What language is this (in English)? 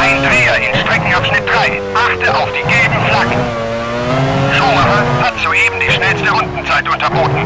Bavarian